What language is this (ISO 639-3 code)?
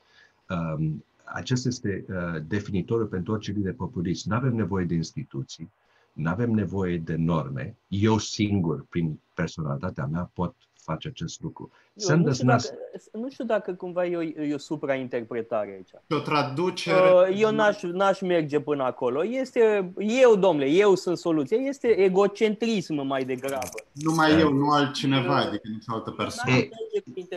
ron